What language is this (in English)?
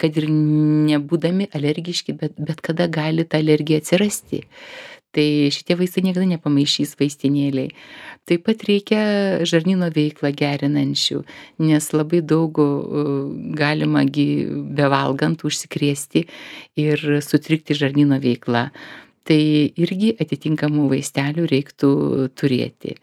Lithuanian